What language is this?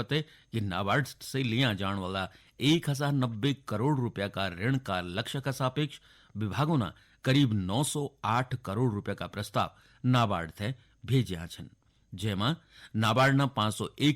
Garhwali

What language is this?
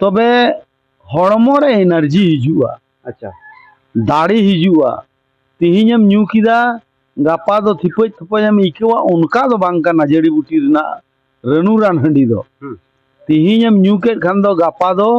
Santali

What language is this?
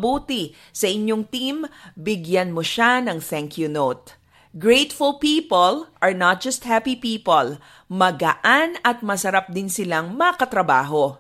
Filipino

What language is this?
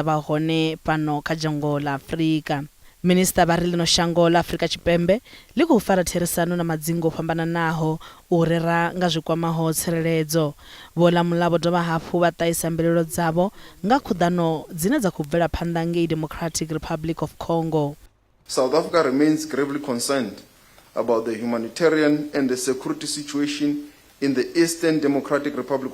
Venda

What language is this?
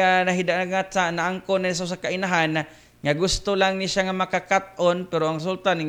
Cebuano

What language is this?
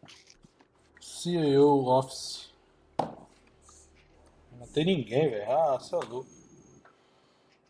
Portuguese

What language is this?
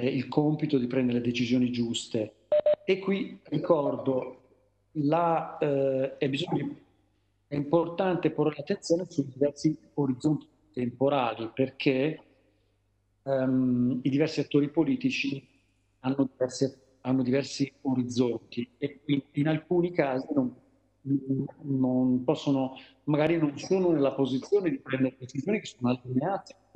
Italian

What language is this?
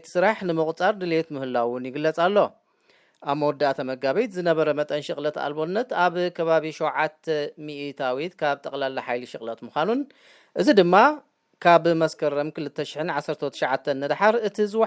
Tigrinya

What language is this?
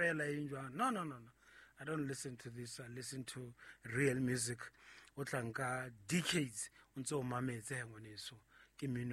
Southern Sotho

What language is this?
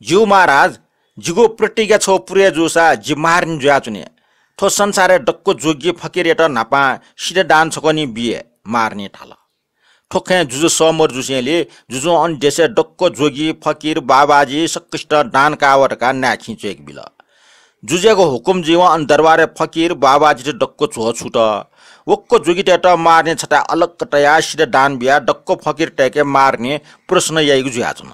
Newari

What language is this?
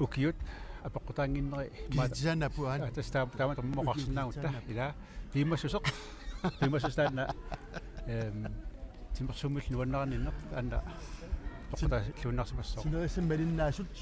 Kalaallisut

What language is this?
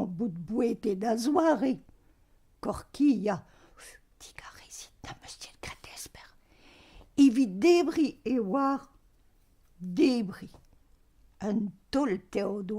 Breton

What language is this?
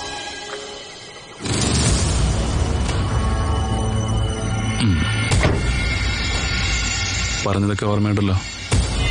Malayalam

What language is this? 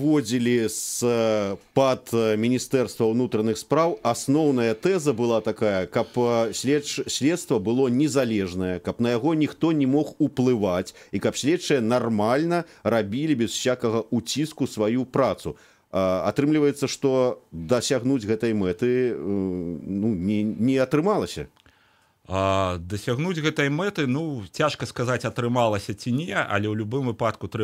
Belarusian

